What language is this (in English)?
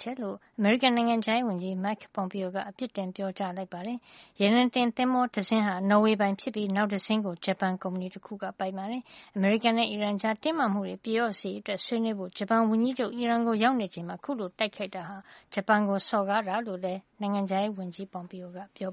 Burmese